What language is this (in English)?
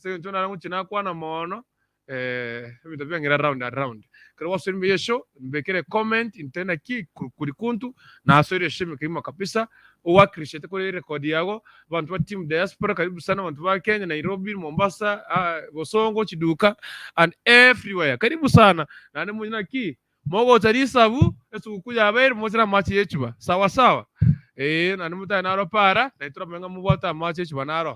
Gusii